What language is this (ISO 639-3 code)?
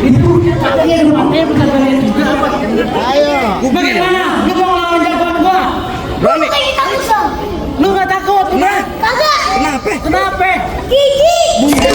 bew